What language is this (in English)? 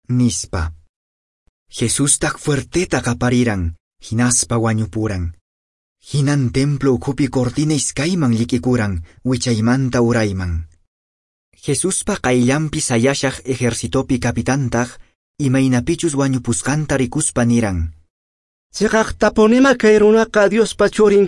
Quechua